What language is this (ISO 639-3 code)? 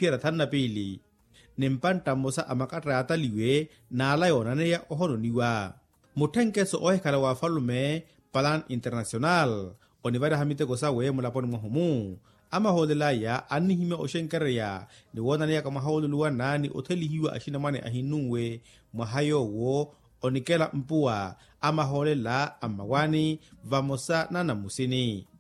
vmw